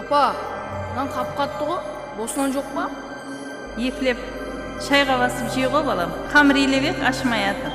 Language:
Kara-Kalpak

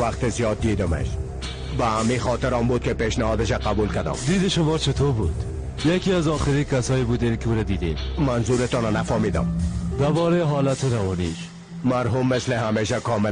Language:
Persian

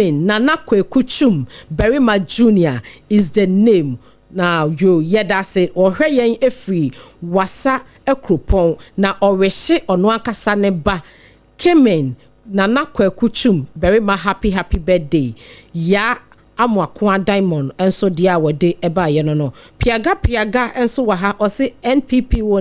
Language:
Akan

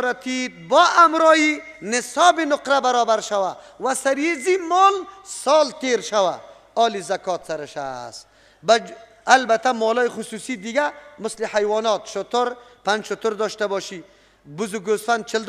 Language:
Persian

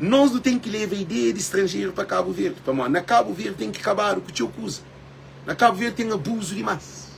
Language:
Kabuverdianu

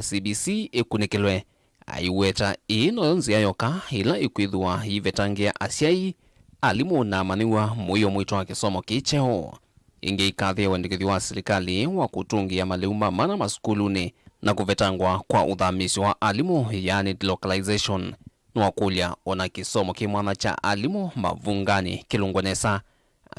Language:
Kamba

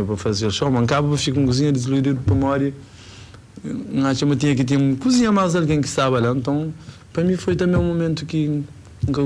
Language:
Kabuverdianu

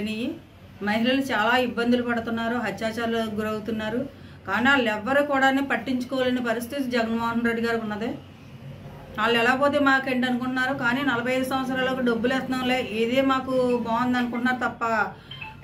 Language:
Telugu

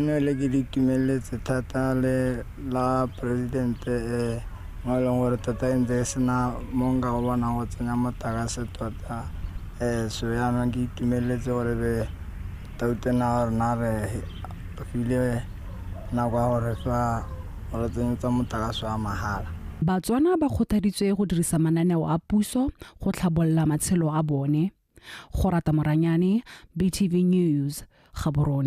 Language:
Tswana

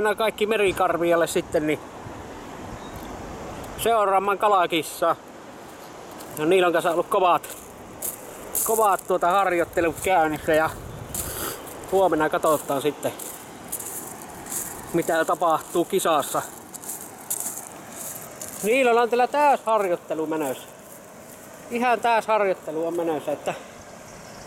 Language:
Finnish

